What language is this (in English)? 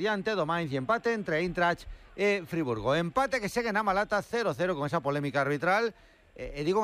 Galician